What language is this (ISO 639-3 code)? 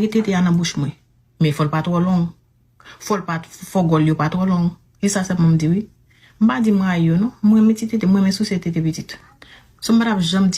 hat